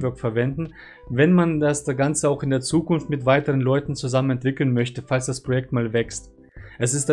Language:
German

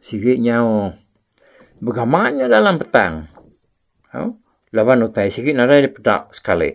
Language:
Iban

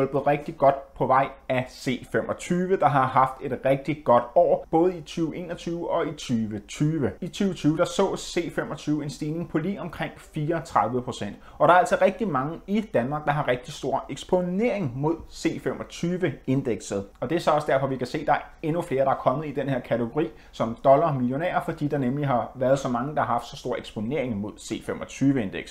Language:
Danish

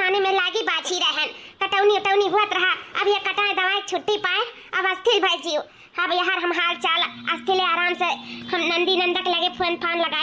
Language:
Awadhi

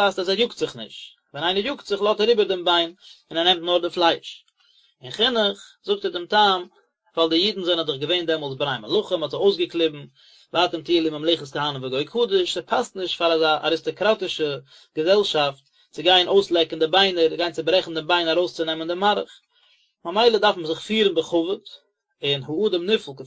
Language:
Yiddish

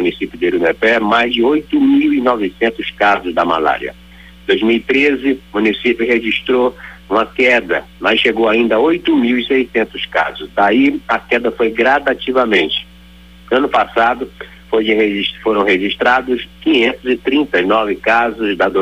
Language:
Portuguese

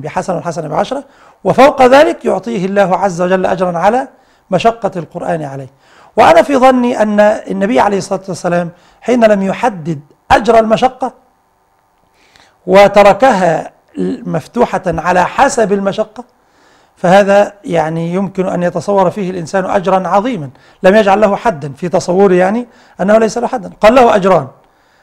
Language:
Arabic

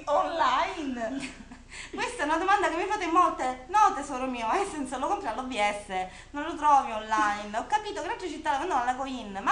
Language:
Italian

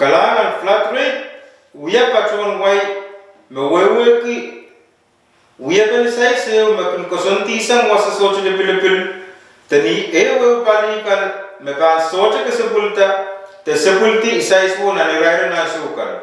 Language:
Pohnpeian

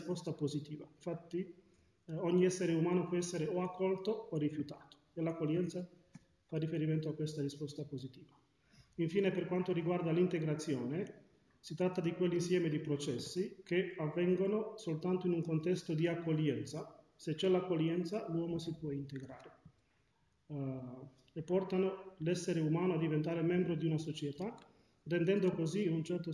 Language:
Italian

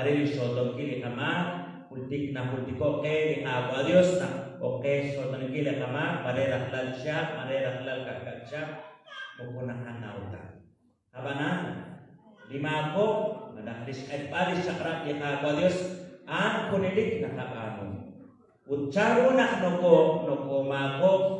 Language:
Kekchí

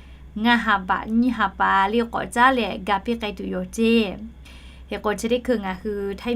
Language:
Lahu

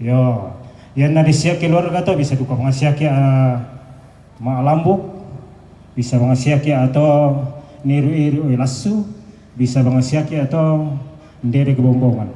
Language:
Toraja-Sa'dan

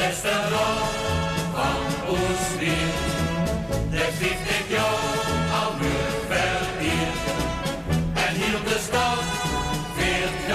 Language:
Limburgish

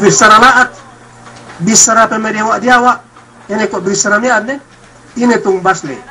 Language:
Yakan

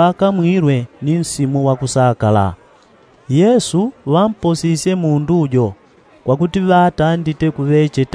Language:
Yao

